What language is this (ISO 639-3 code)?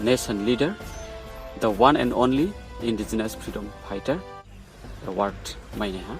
ria